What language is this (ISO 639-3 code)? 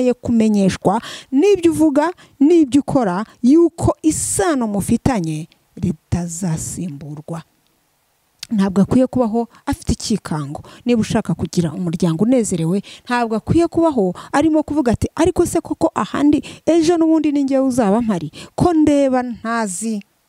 kin